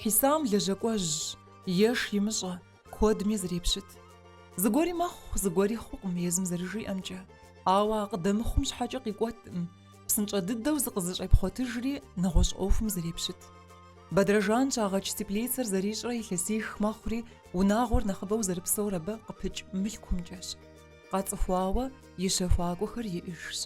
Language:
Kabardian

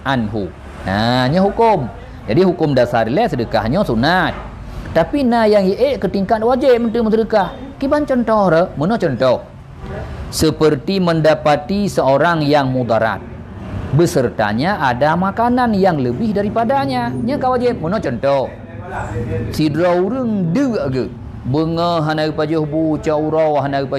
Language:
Achinese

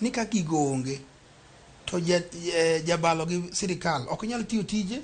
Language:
Luo (Kenya and Tanzania)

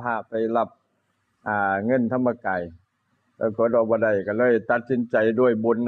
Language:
Lao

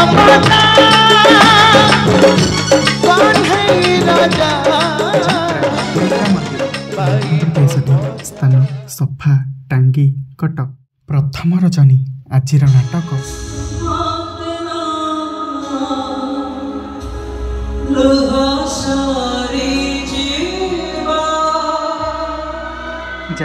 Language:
Odia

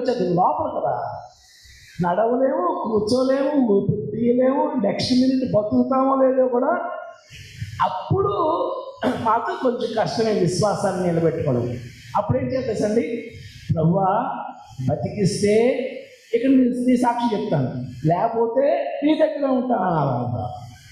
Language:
Telugu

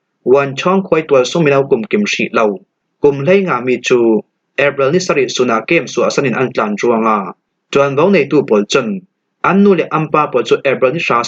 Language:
Falam Chin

